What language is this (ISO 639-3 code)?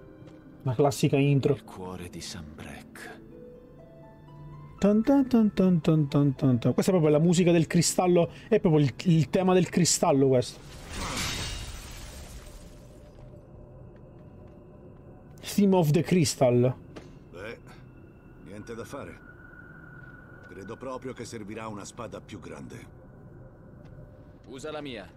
ita